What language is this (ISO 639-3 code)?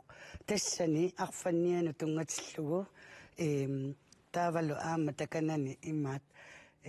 kal